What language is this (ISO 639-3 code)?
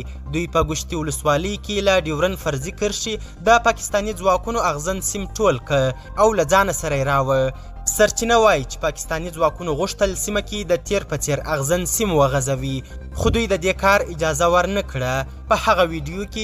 pus